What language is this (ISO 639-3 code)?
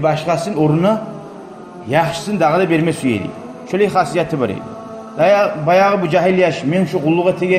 kum